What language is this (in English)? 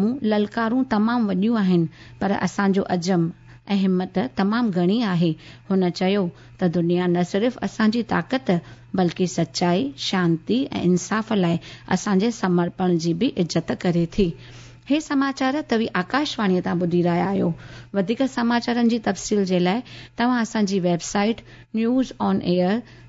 Sindhi